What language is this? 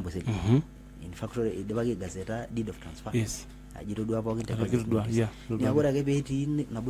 Masai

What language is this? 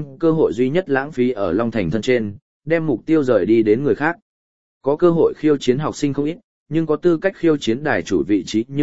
Vietnamese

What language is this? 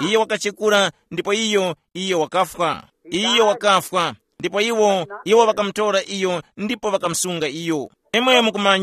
Tumbuka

